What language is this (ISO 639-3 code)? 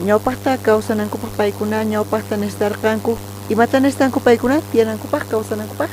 quh